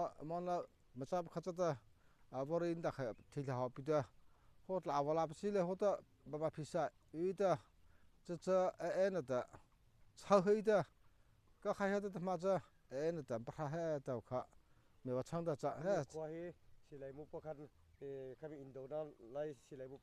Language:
Mara Chin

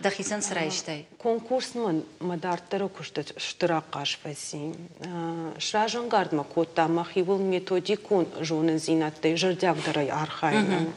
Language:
Ossetic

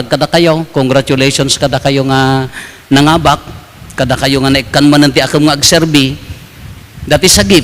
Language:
Iloko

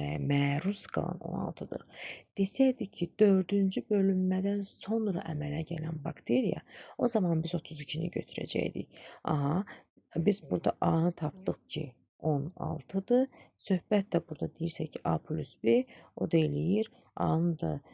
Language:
Azerbaijani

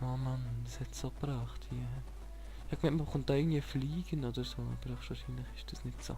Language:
Swiss German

